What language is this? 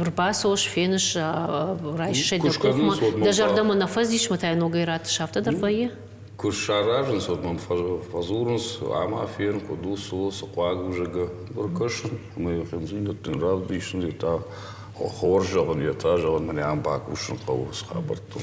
Ossetic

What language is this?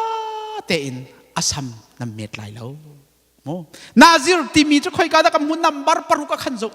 Hakha Chin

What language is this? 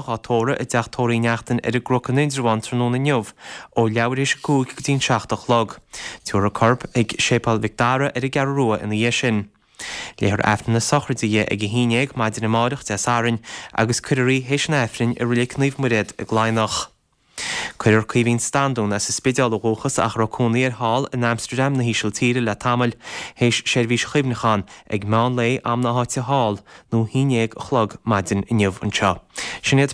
Irish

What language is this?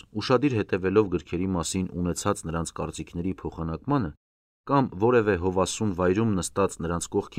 Armenian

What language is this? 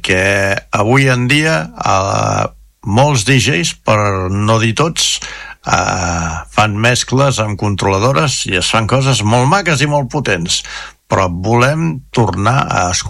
Catalan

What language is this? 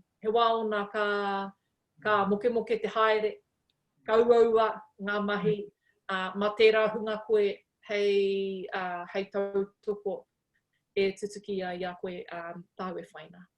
Māori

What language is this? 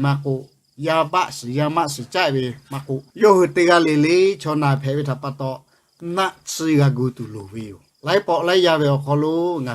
Lahu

